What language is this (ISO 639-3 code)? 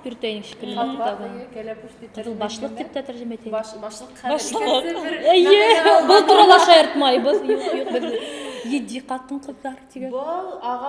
bak